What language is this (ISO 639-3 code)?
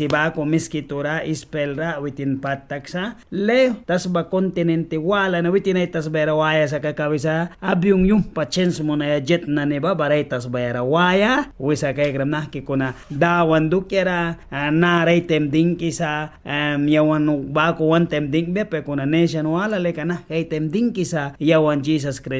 miq